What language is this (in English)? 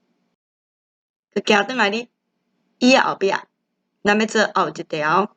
Min Nan Chinese